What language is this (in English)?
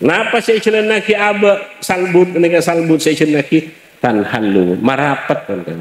Madurese